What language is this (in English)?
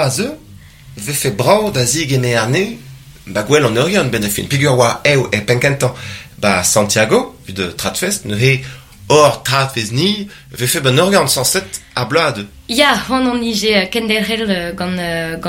Breton